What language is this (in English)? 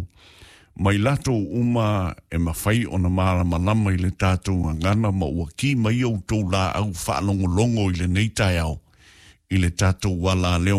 Samoan